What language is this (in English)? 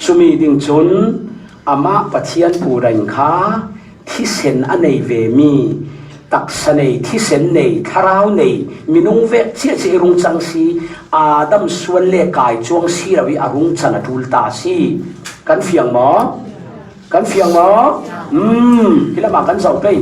Falam Chin